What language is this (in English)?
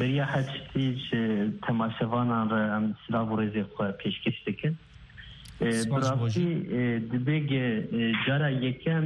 Kurdish